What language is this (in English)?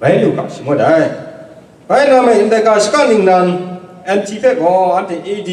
Kachin